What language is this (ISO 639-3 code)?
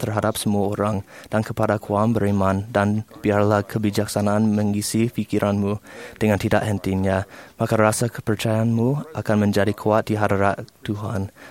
msa